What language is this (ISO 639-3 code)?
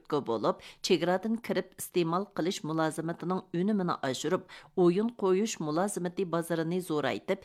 uig